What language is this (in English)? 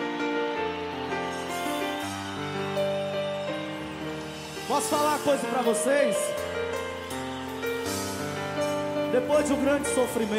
Portuguese